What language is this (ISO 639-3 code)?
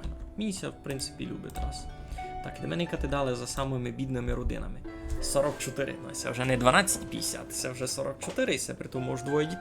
rue